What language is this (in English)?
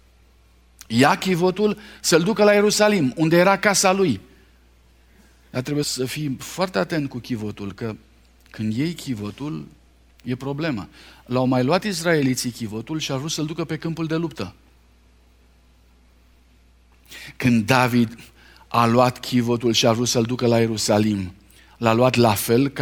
Romanian